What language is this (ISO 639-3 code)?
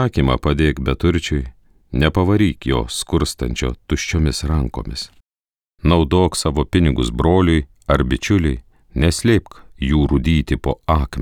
lit